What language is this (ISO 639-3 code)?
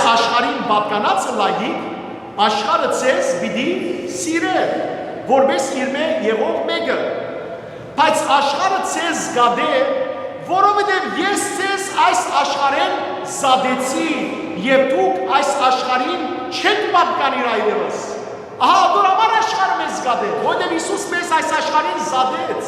hyw